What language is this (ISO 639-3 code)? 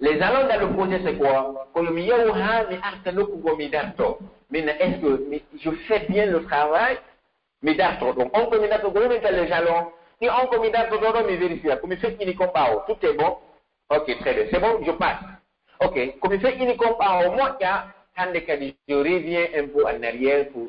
fuf